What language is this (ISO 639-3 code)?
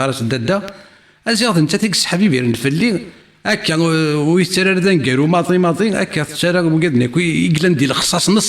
kab